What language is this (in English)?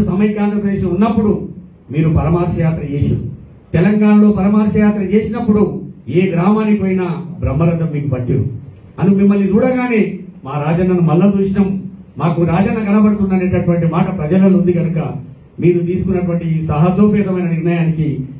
Telugu